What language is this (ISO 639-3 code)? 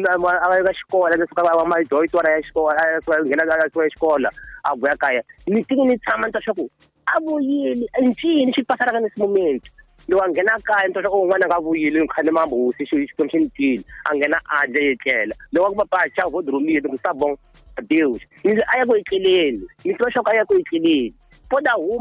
tso